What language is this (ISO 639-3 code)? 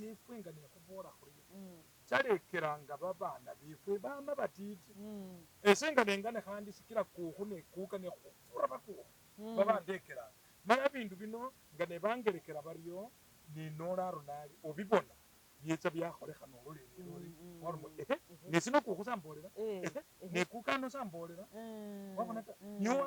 myx